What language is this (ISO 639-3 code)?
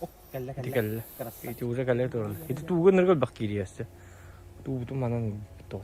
sah